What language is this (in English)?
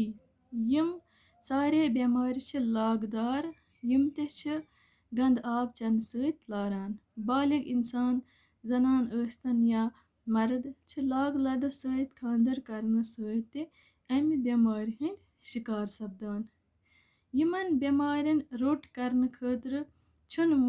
Kashmiri